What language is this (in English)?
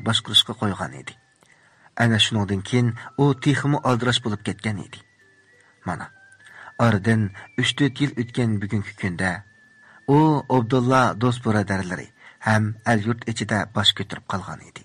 Uyghur